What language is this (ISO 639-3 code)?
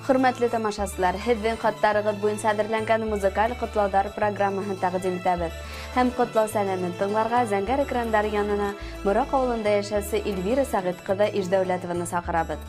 bak